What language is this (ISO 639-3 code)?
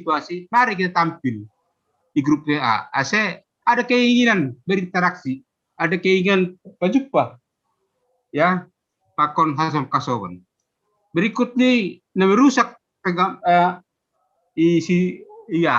bts